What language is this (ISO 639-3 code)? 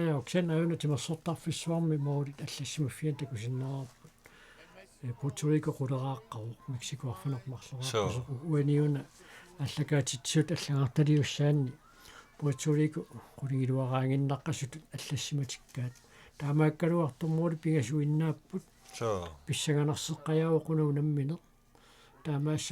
kal